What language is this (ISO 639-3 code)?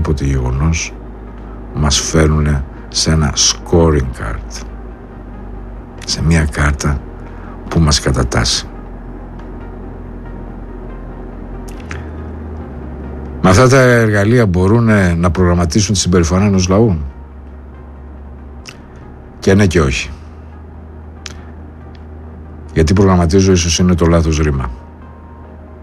ell